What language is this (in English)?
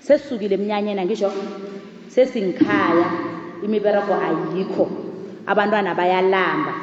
South Ndebele